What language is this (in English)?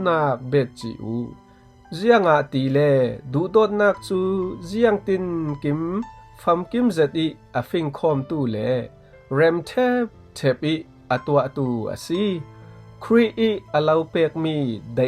Falam Chin